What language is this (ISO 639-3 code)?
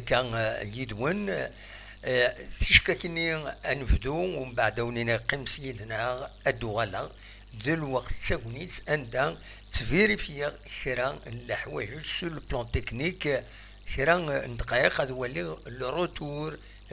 kab